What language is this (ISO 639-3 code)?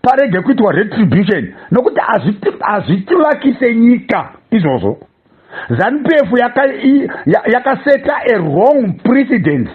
sna